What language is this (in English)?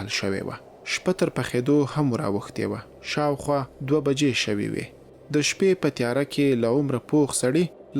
Pashto